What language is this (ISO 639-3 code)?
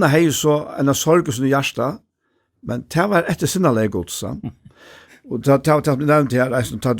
fao